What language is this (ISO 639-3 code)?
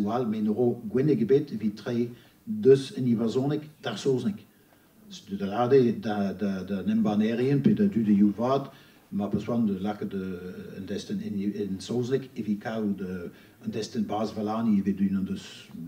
bre